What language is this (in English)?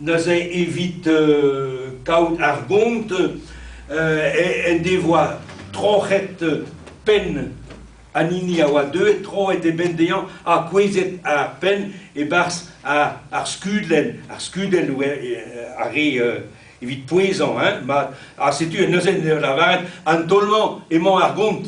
Breton